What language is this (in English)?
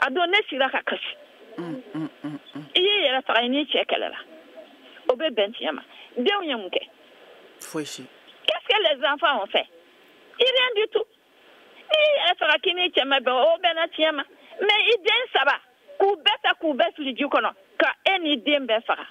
Bambara